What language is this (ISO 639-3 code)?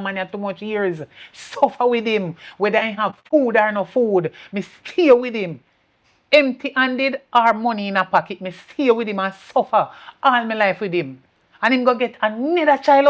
jam